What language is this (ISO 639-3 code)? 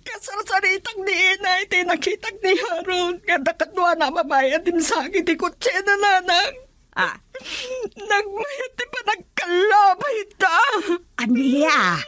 ilo